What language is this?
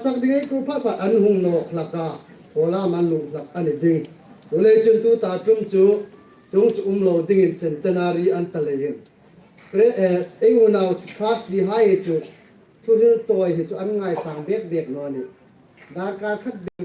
Hmar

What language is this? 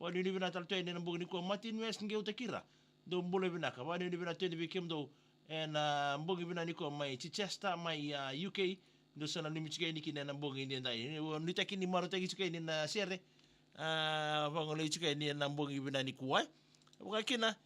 Fijian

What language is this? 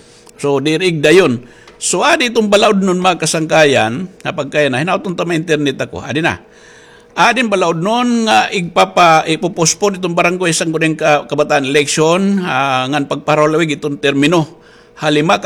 Waray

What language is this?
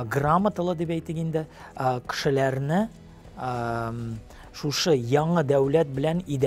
Tatar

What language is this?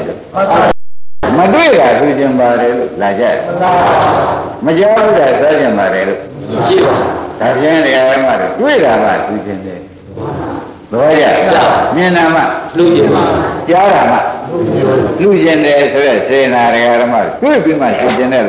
Burmese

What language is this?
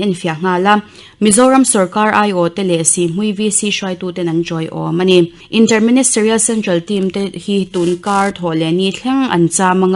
Mizo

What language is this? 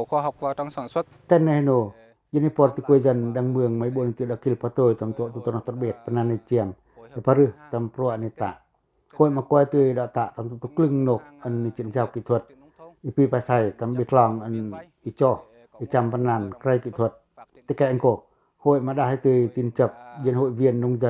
Pacoh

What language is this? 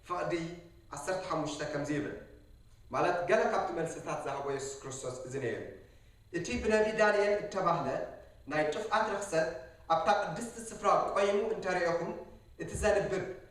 Tigrinya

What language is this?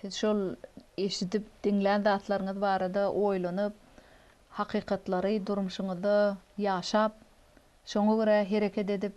Turkmen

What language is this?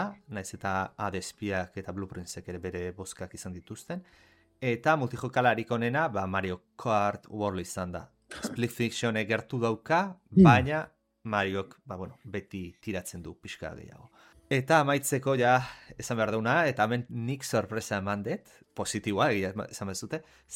Basque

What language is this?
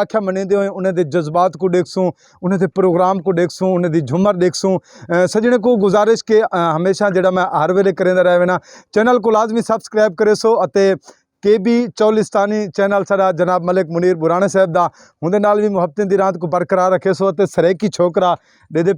Saraiki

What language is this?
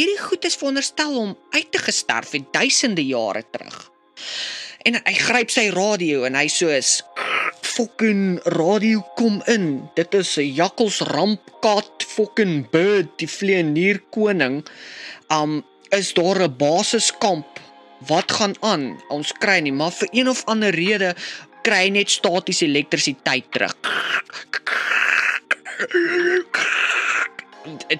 Afrikaans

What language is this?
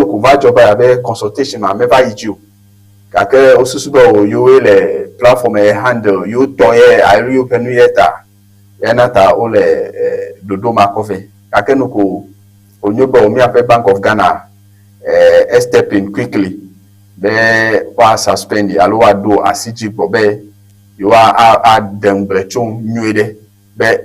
Ewe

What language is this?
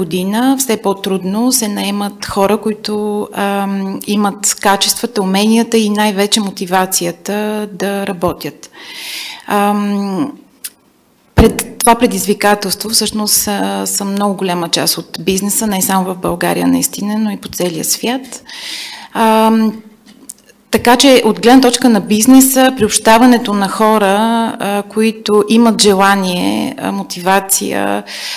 Bulgarian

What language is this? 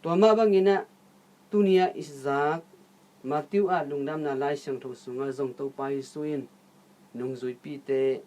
Tedim Chin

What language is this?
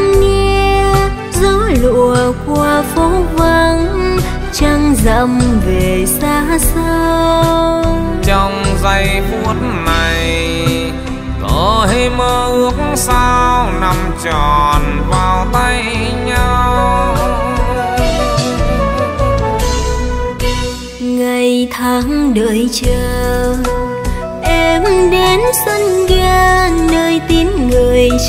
Vietnamese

